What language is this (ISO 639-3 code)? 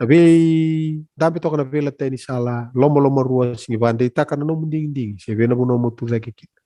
fij